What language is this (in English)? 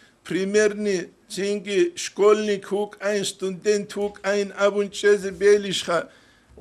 Avaric